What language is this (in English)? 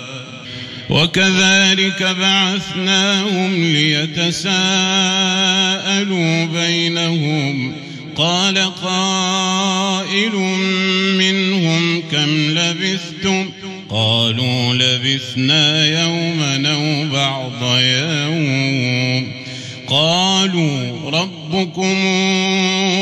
Arabic